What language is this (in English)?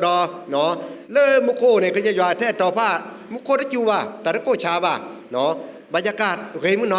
S'gaw Karen